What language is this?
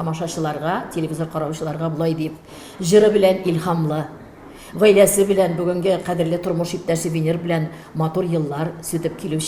Tatar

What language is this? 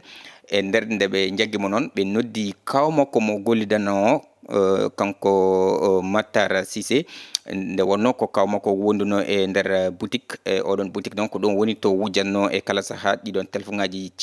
Fula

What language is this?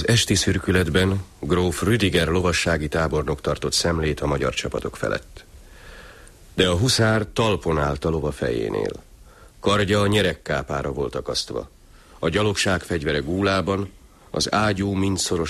Hungarian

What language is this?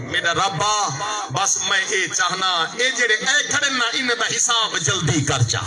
Saraiki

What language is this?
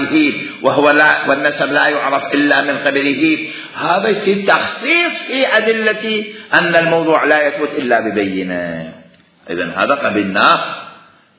Mesopotamian Arabic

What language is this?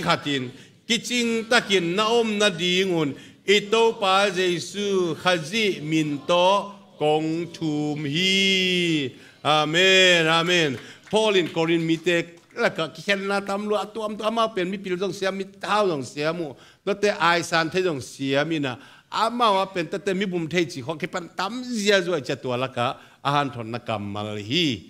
Tedim Chin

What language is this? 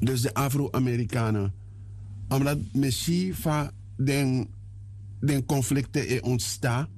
Sranan Tongo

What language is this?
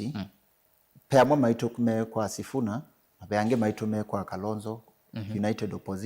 Kamba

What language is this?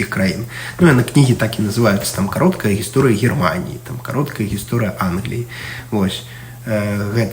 Belarusian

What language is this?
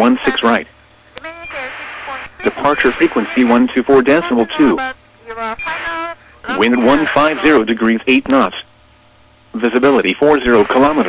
English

